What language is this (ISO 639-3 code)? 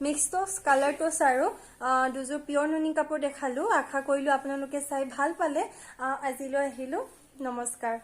asm